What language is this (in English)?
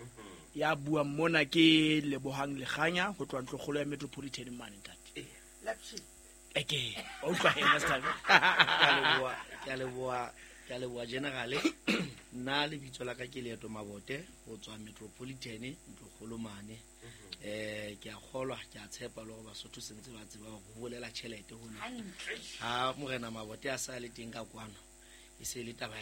Southern Sotho